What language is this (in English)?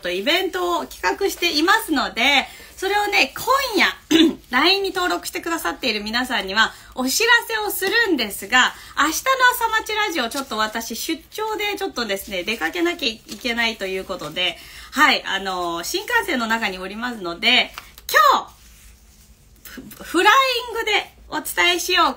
Japanese